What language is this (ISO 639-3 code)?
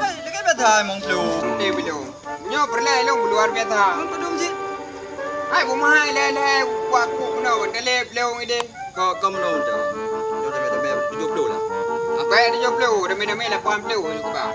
ace